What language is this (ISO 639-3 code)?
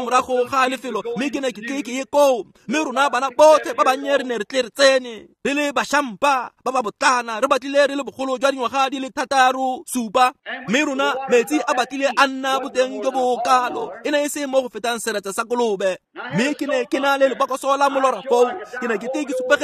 tsn